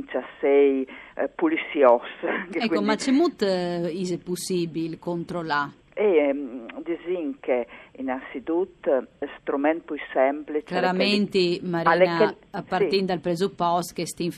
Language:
Friulian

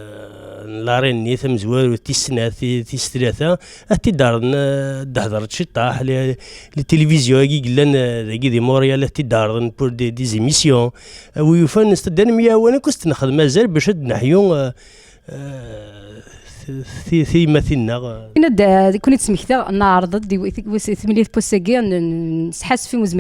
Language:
Kabyle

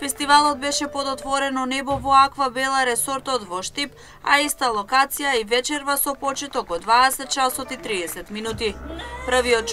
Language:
Macedonian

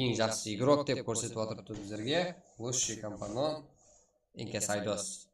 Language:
Kara-Kalpak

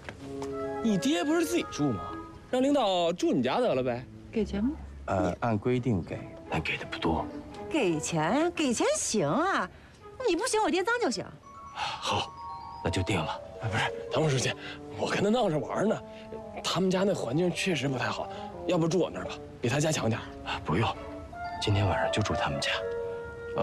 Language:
Chinese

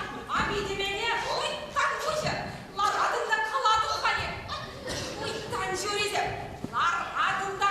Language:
Chuvash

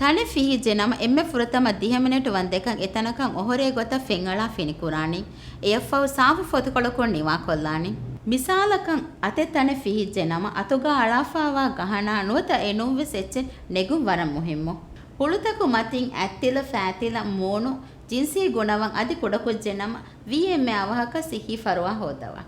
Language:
Divehi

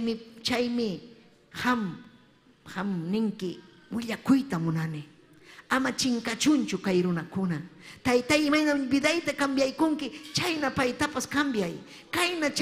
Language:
Ayacucho Quechua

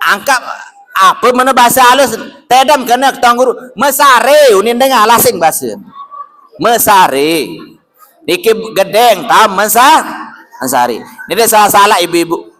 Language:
Sasak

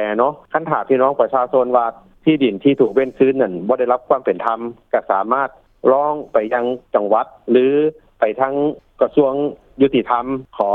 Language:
Lao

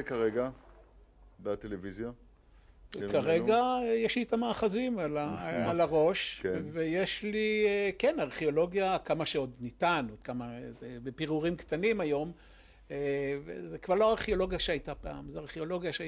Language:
Hebrew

